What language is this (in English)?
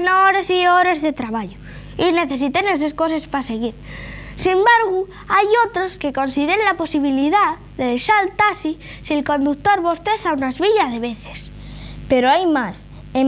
Asturian